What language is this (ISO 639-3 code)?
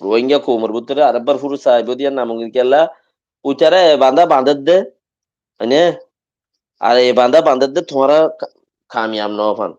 rhg